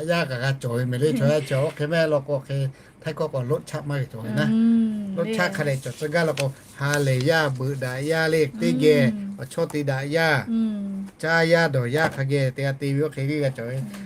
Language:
Lahu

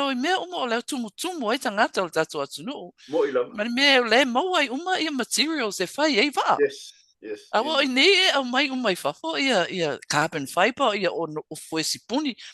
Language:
Samoan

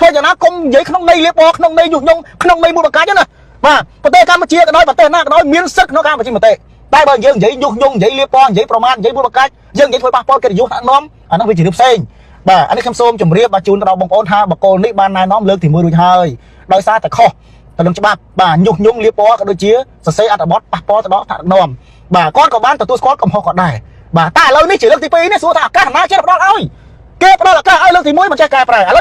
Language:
Khmer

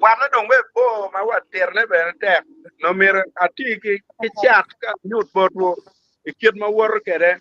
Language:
Acoli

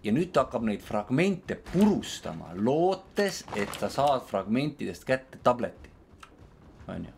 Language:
Estonian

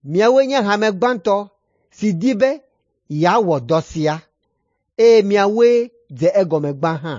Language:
Ewe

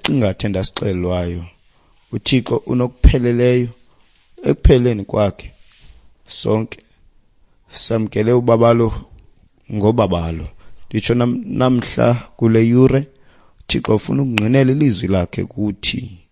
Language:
Xhosa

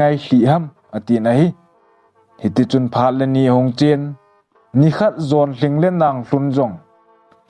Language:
Thado Chin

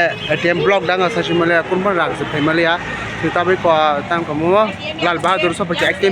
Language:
Kok Borok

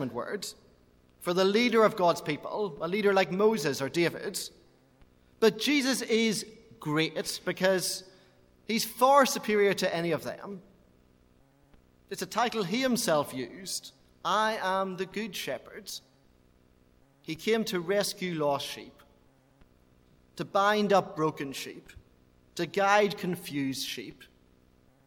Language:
English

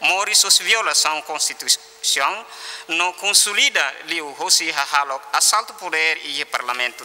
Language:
Tetum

